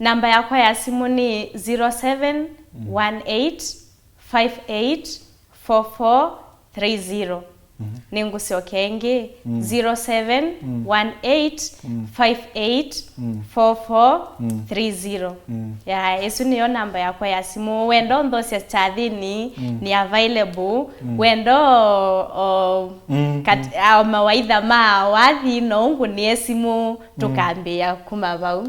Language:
Kamba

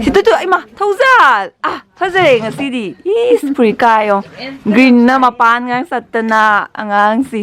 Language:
Manipuri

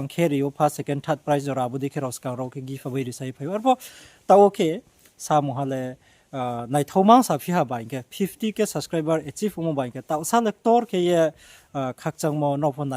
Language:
Riang (India)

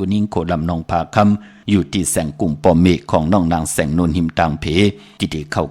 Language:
Shan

